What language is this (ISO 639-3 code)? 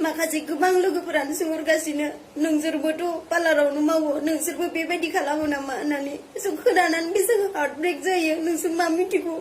brx